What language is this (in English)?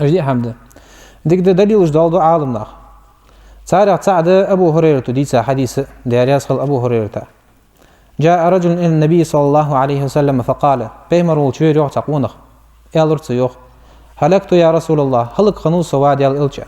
Ingush